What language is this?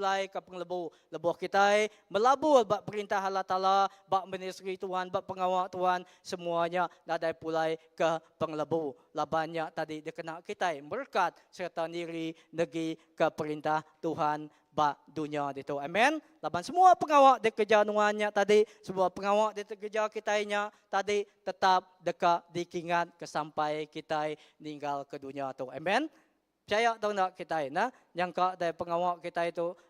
Iban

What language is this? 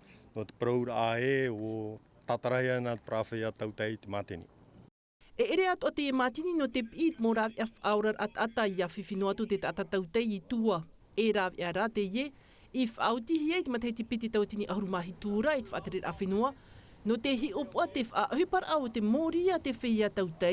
Tahitian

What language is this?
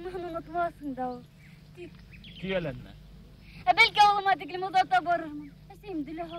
Bashkir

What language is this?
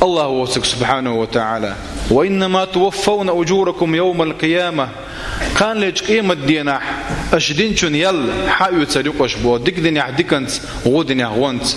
Chechen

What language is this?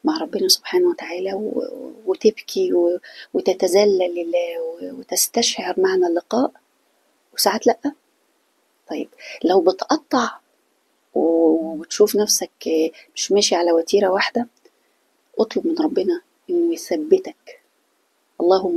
Egyptian Arabic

